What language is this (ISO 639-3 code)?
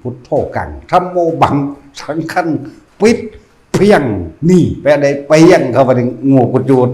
tts